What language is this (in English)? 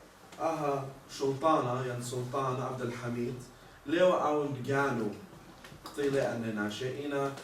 Assyrian Neo-Aramaic